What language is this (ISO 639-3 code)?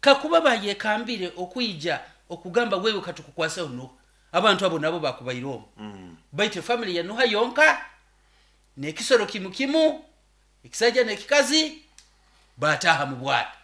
nyo